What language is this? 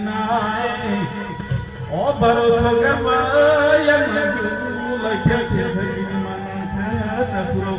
Kok Borok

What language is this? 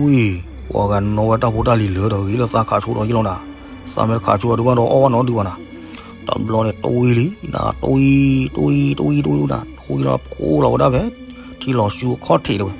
S'gaw Karen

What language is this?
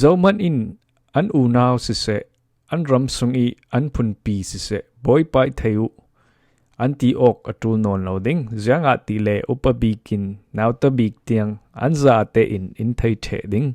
Falam Chin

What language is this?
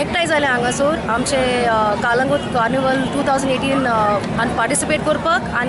Konkani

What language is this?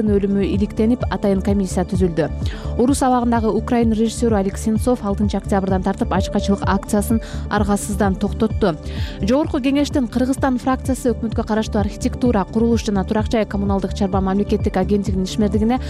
Kyrgyz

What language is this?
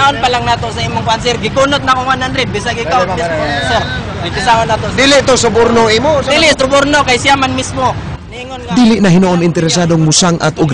Cebuano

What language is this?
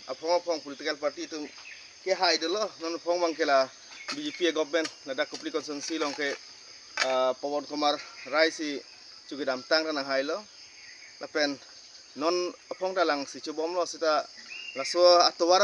Karbi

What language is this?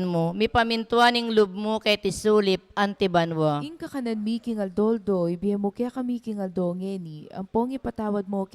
Pampanga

